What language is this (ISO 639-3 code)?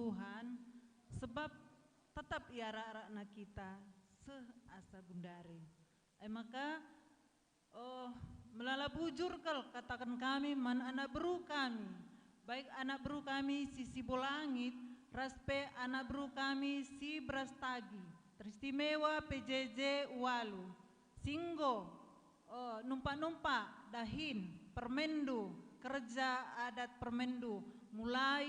btx